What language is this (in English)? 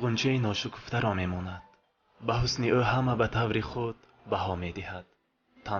Tajik